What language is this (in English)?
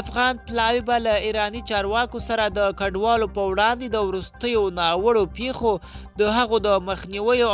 Pashto